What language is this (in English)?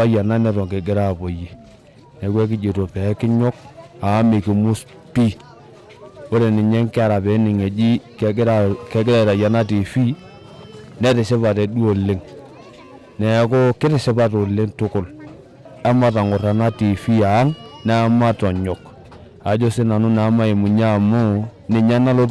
Masai